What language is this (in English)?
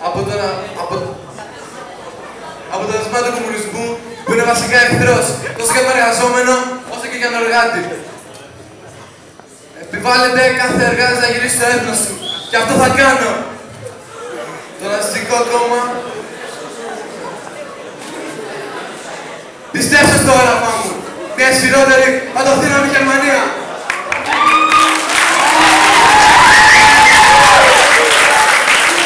Greek